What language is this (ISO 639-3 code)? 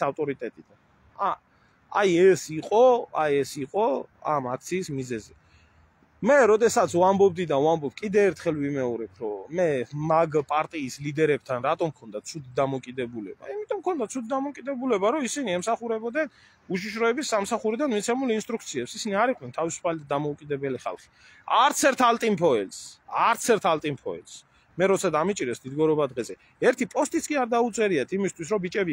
kat